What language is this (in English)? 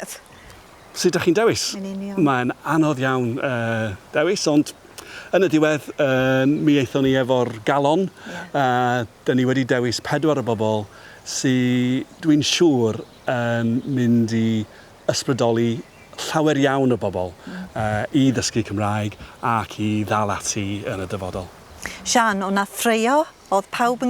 Welsh